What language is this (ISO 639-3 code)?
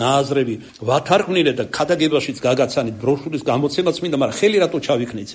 kat